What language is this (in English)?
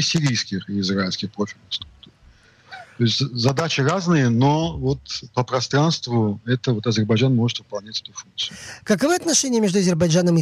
Russian